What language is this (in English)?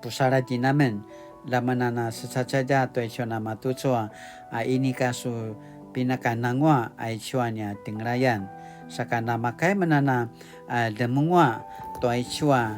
Paiwan